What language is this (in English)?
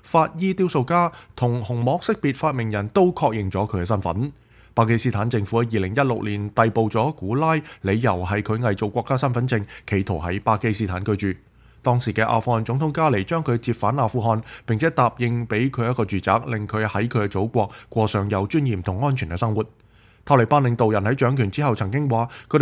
Cantonese